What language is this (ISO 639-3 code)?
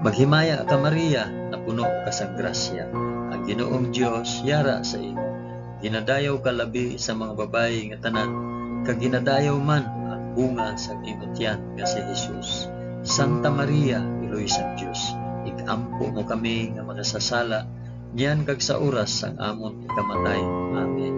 hil